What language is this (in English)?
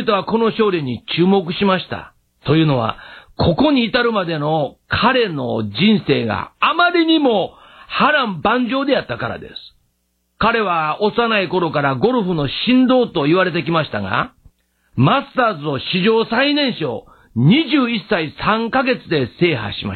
Japanese